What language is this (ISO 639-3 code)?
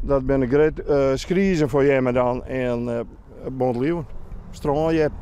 fry